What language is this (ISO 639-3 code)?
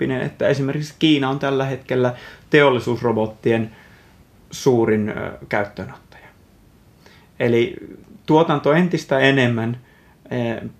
fin